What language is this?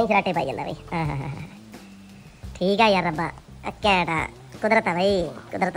Punjabi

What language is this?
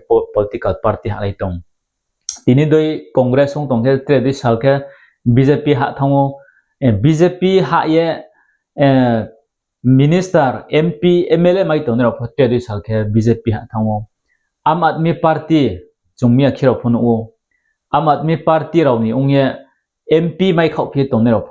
Riang (India)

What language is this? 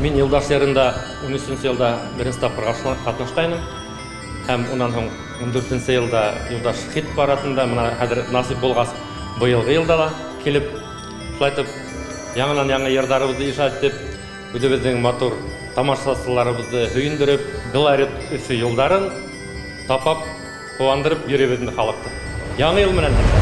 Bashkir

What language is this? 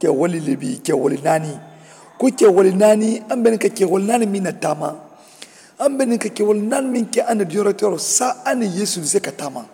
Mandingo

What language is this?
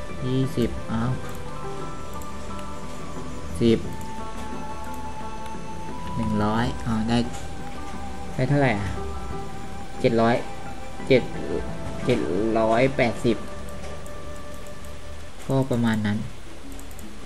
Thai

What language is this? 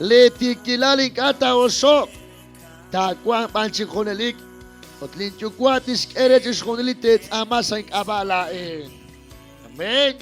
Kekchí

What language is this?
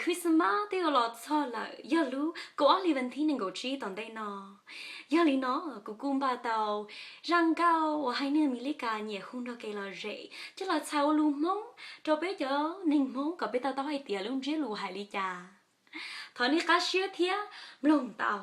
Hmong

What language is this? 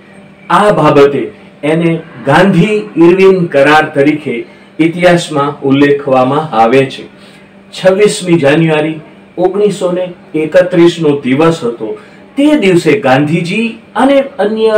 Gujarati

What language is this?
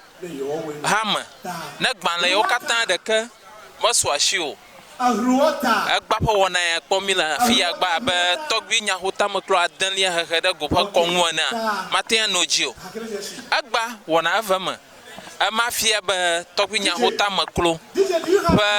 Ewe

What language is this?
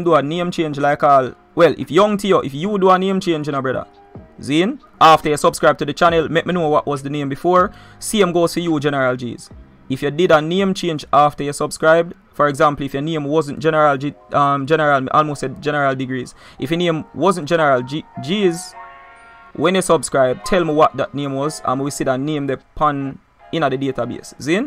Jamaican Creole English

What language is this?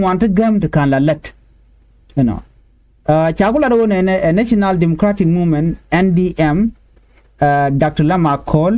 Nuer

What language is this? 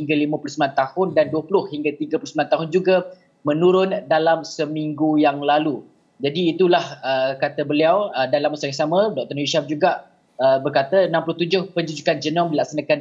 Malay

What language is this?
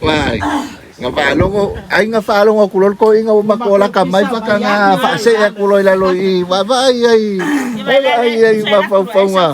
Samoan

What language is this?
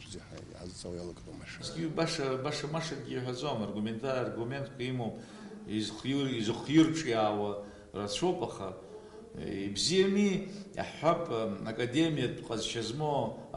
Abkhazian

